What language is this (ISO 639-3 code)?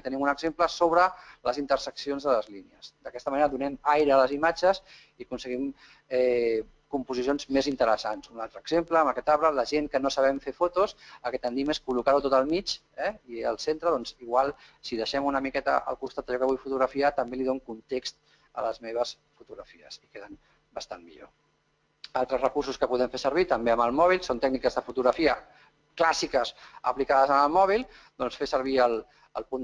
cat